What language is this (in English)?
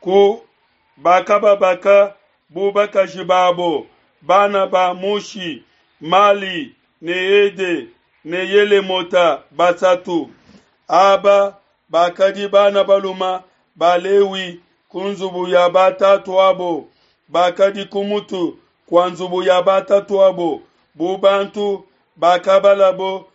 Luba-Lulua